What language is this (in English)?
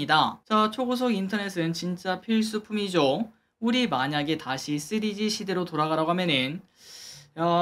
Korean